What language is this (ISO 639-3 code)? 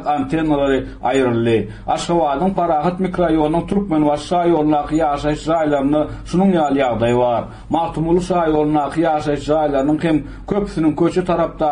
tuk